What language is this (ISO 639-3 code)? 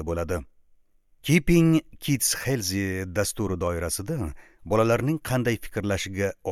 uzb